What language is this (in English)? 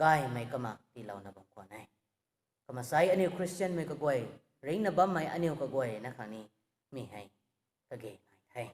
Rongmei Naga